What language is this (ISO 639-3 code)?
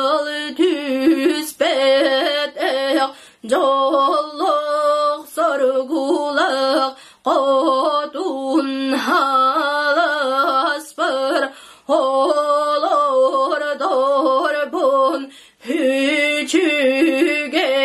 sah